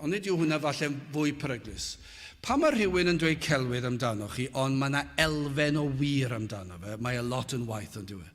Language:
Welsh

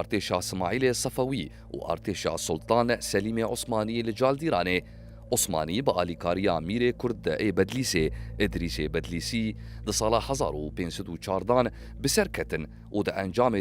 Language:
Kurdish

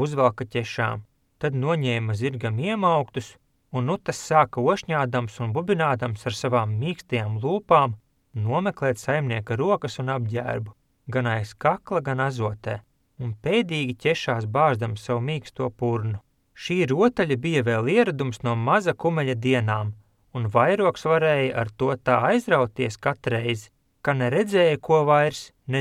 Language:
Latvian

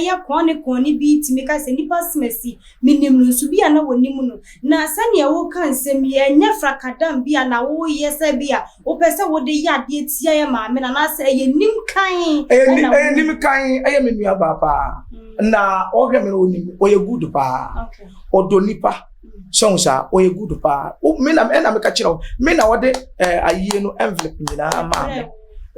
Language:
Akan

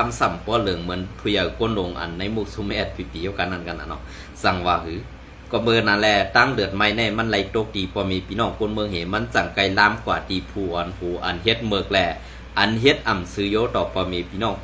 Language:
Shan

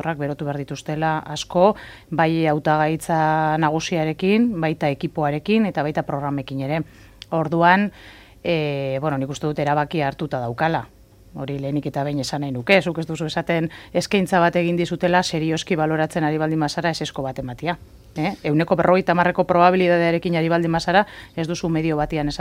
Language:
Basque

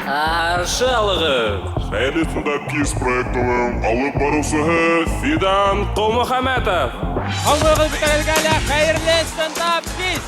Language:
Bashkir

